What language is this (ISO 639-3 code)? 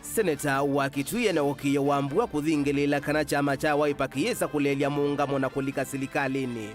kam